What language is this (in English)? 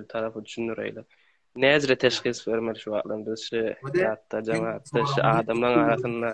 Turkmen